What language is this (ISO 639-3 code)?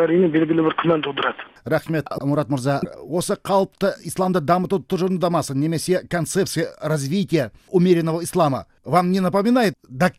kaz